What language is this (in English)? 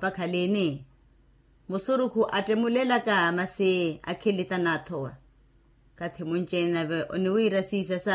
Makhuwa